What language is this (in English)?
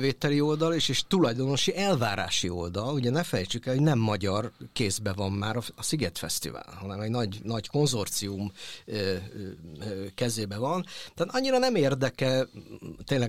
Hungarian